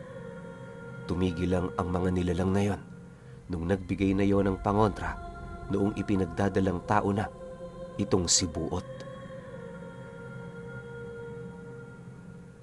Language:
Filipino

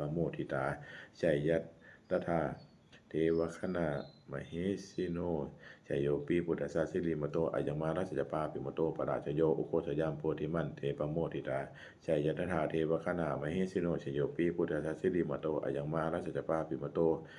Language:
Pali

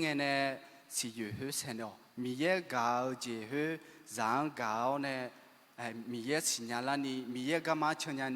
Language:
Akha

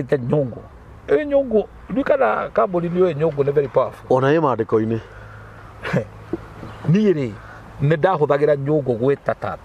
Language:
Kikuyu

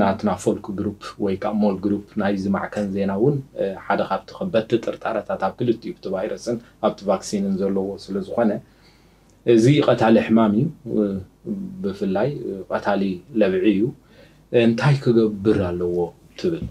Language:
Tigrinya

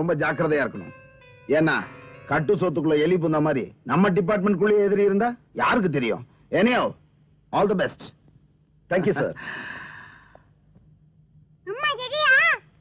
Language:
Tamil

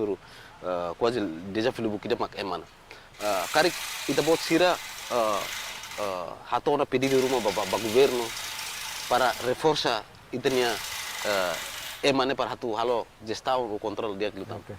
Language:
Tetum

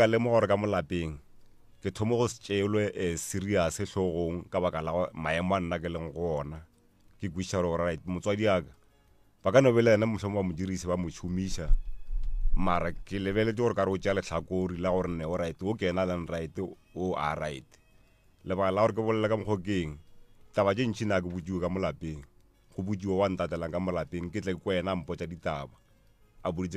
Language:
Northern Sotho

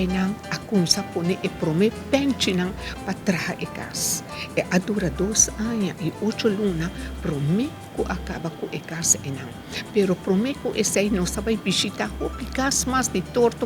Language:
Papiamento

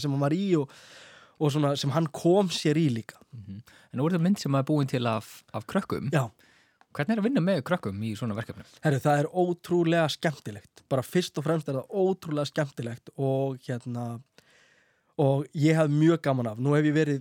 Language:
Icelandic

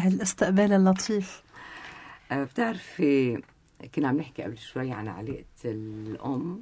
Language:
North Levantine Arabic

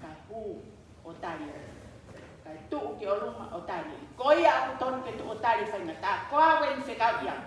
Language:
Tongan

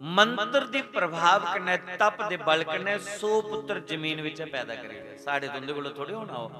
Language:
Dogri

